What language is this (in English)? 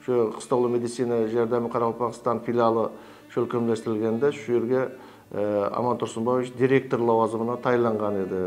Kara-Kalpak